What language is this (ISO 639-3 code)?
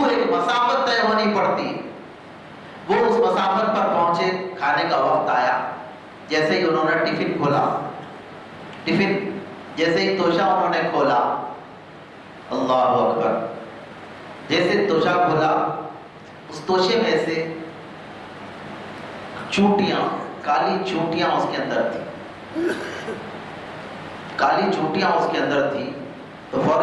urd